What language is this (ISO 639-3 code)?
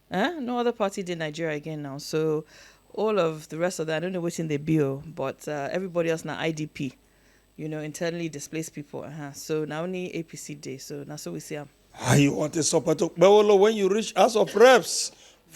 pcm